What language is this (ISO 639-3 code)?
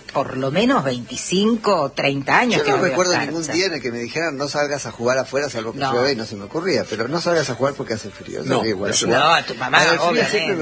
spa